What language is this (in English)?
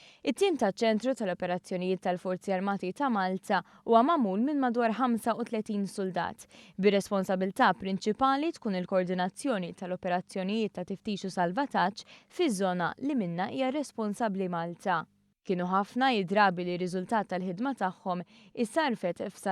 Maltese